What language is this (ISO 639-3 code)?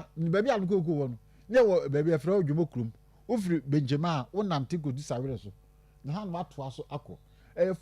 aka